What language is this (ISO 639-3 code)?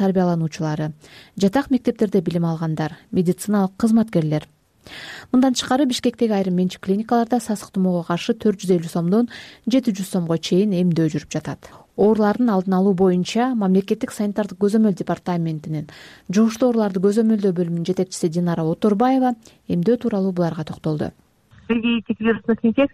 kir